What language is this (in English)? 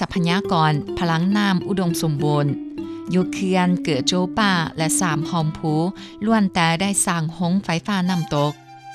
Thai